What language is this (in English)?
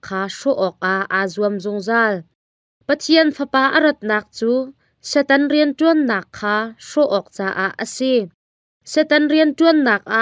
Hakha Chin